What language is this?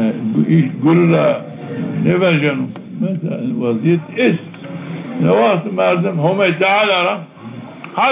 Zaza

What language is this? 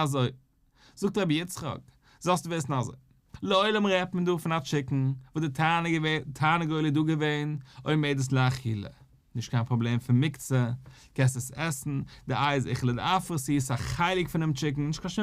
Yiddish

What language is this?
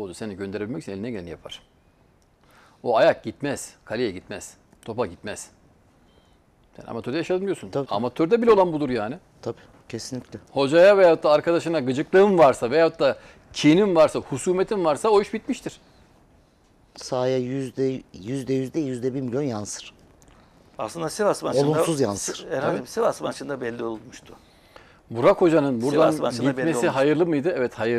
Turkish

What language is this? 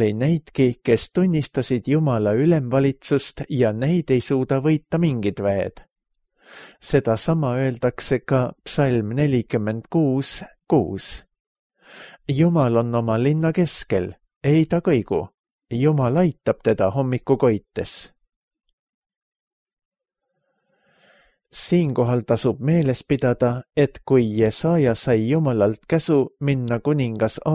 Estonian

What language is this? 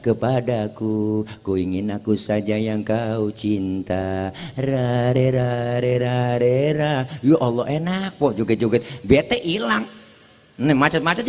Betawi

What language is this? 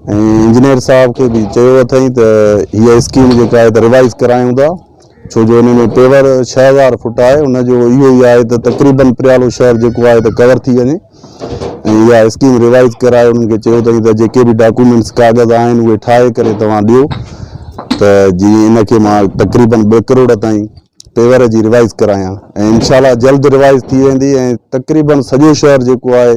Sindhi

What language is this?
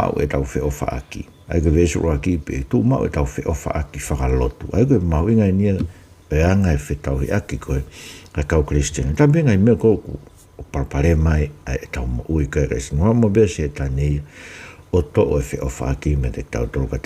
Tongan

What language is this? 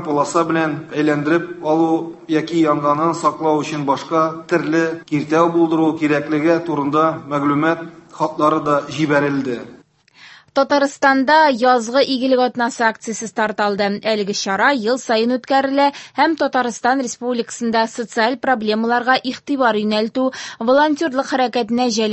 Tatar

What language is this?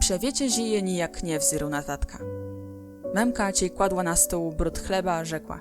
Kashubian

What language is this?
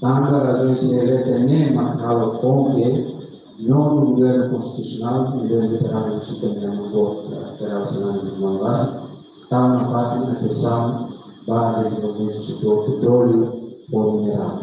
Tetum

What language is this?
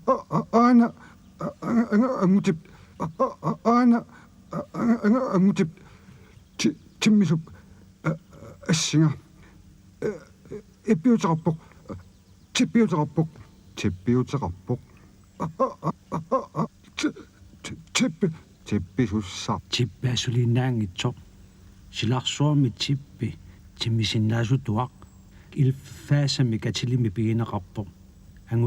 Kalaallisut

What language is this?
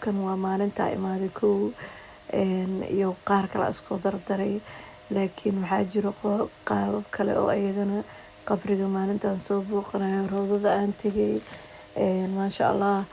Somali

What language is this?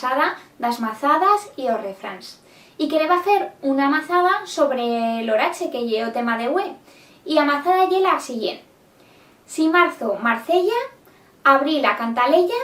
Aragonese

